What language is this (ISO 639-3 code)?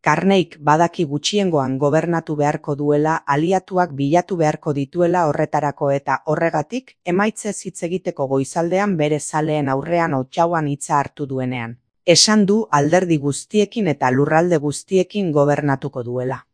eus